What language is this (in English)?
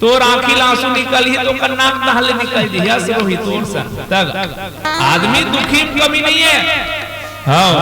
Chhattisgarhi